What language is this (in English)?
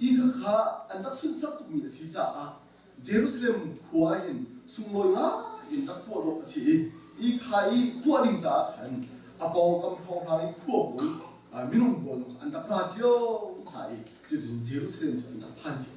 Hakha Chin